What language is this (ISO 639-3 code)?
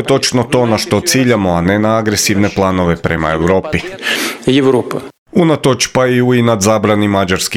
hrv